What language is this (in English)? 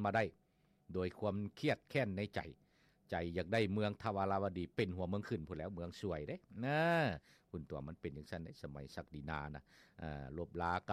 Lao